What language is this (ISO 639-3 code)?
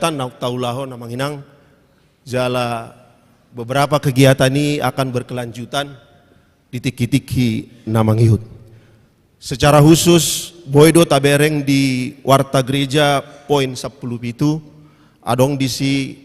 bbc